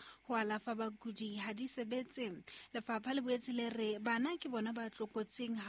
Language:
Southern Sotho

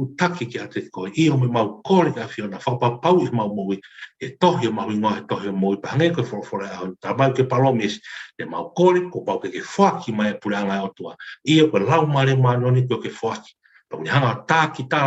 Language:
Tongan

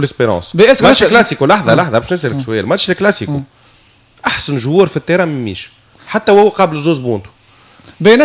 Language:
Tunisian Arabic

